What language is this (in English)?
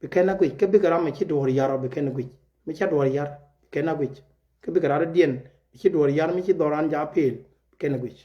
Nuer